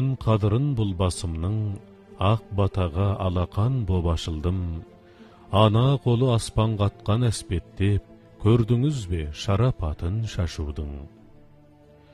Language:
Kazakh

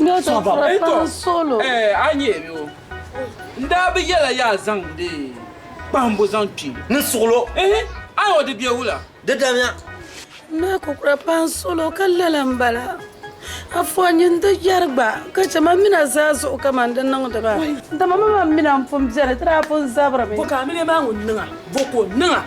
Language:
Dagbani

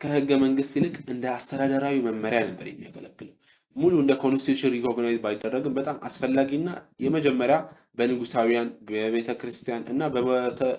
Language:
Amharic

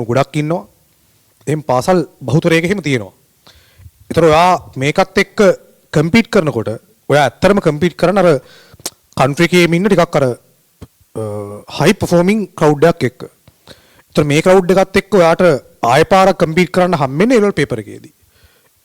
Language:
Sinhala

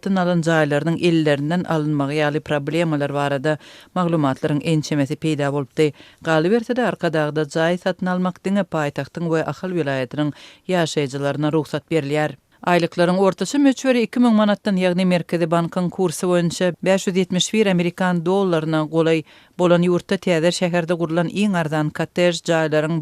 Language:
Turkmen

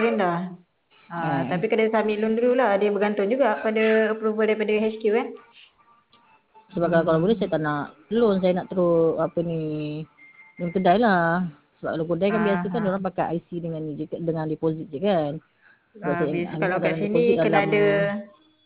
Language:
Malay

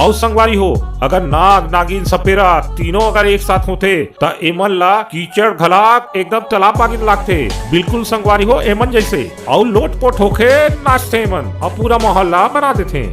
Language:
Chhattisgarhi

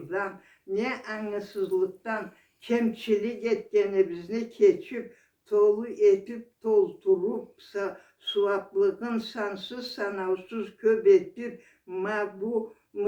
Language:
Karachay-Balkar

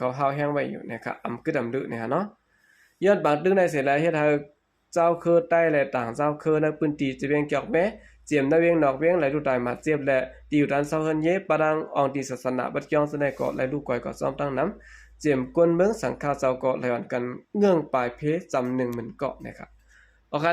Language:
Shan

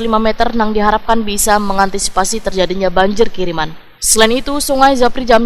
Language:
Banjar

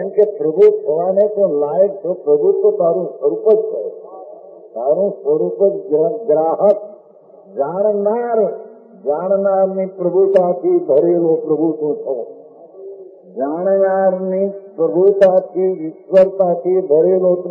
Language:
Gujarati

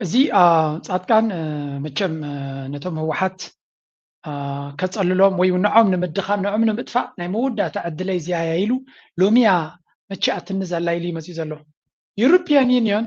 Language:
Tigrinya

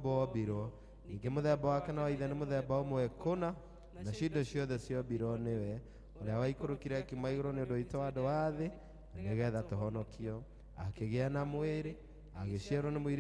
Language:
Kikuyu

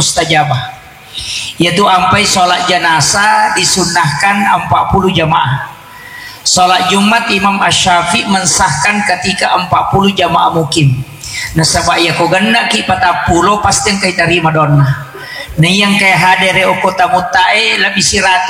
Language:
Buginese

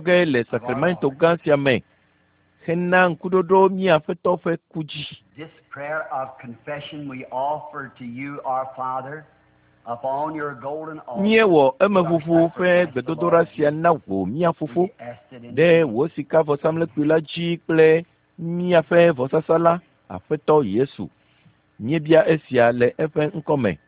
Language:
Ewe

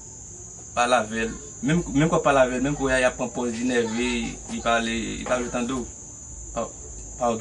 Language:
Haitian Creole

